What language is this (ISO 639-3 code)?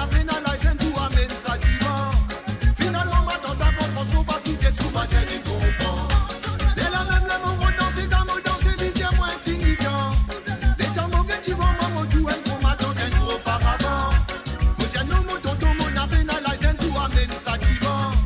mfe